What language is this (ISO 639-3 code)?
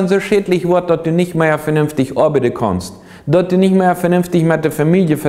pdt